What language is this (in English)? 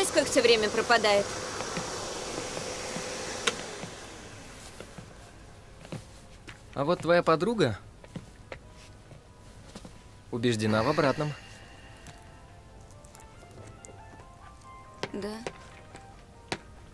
Russian